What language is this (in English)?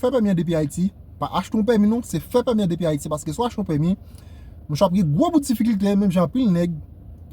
Haitian Creole